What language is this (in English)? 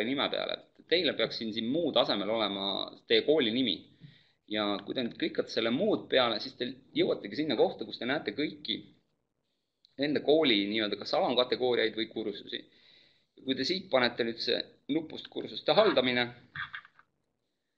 Estonian